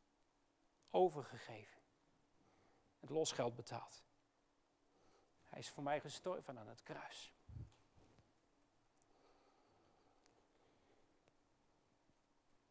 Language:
Dutch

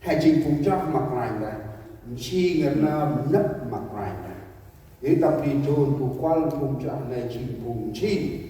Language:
Central Mnong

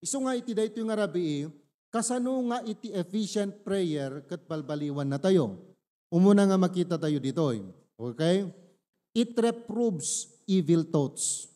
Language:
Iloko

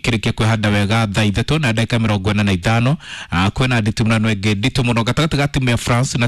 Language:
Kikuyu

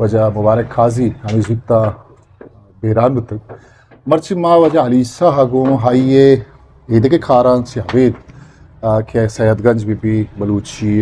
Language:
Eastern Balochi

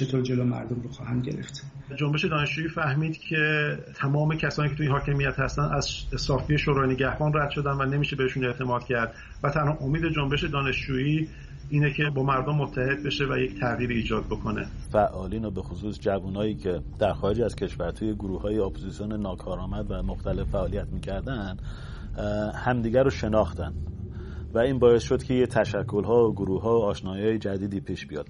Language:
Persian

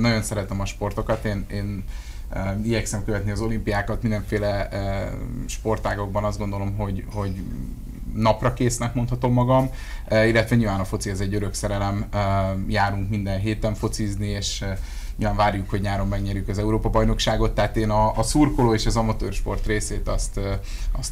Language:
Hungarian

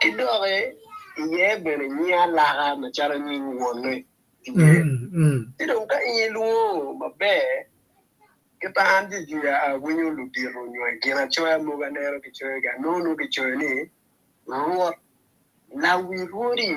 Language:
Acoli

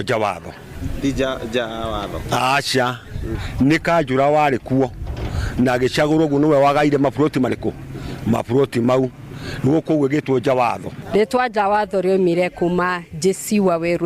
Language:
Kikuyu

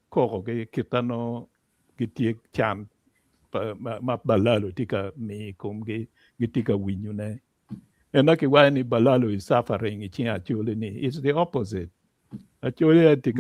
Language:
Acoli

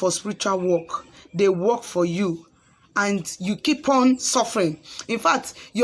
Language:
Igbo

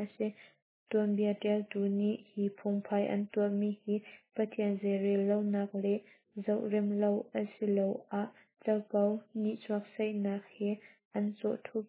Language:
Hakha Chin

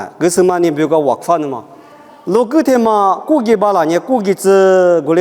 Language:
Lisu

